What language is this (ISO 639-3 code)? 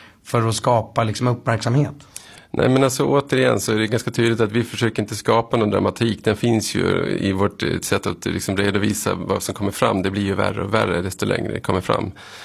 swe